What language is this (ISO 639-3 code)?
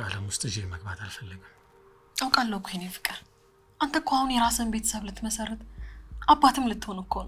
amh